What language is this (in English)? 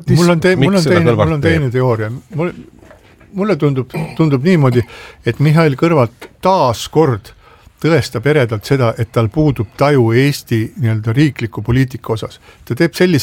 Estonian